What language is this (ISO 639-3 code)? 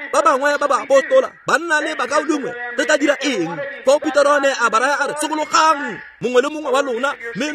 tsn